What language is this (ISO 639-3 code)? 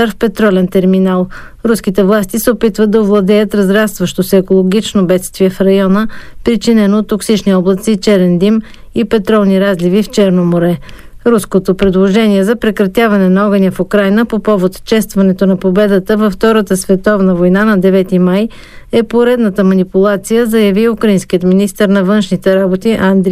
bul